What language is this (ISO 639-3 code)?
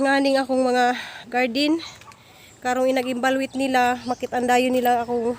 ceb